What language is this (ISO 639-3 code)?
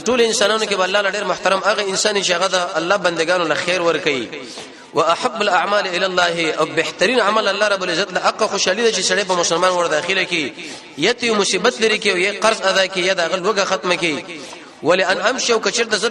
pus